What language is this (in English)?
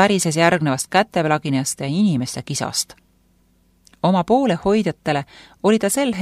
Estonian